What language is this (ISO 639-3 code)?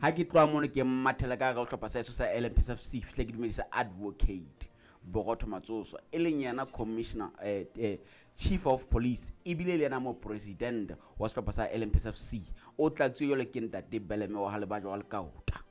sot